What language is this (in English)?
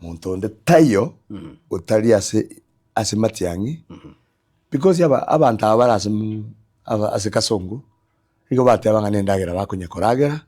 Gusii